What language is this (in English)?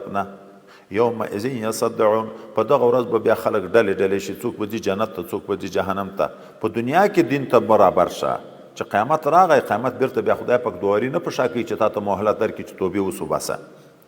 Pashto